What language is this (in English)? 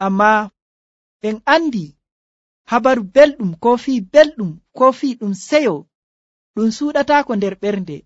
Nigerian Fulfulde